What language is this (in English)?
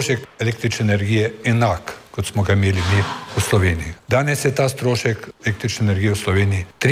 Slovenian